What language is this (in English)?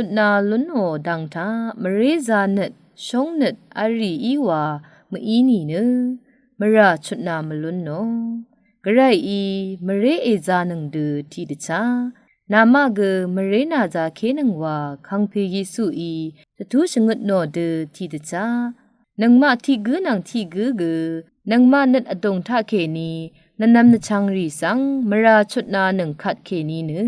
Rawang